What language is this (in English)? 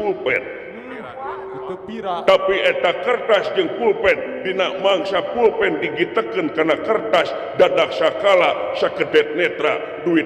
Sundanese